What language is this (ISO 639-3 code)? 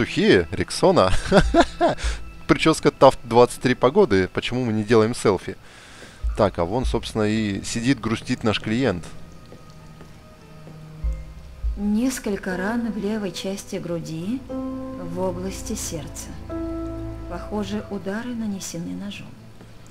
rus